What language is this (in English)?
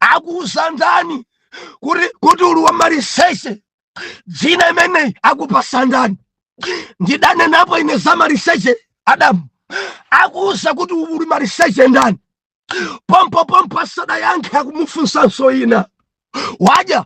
Nyanja